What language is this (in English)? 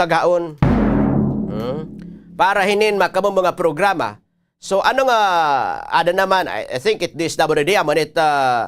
Waray